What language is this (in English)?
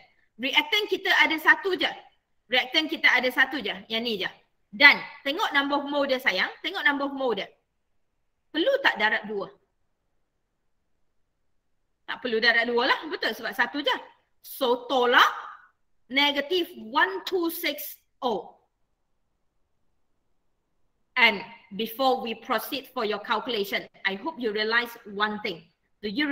Malay